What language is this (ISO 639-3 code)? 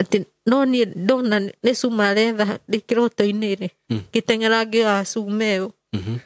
kik